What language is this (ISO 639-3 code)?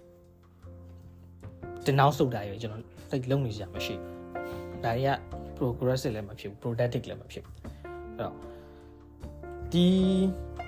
mya